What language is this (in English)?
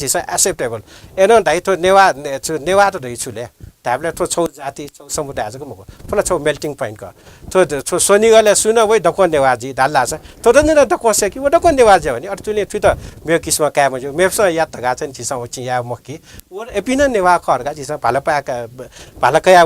Newari